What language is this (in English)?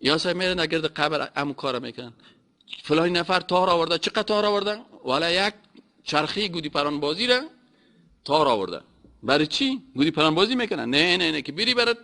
Persian